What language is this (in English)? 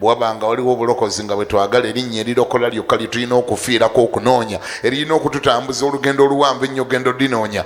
Ganda